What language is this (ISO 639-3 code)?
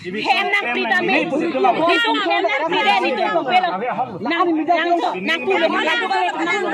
mjw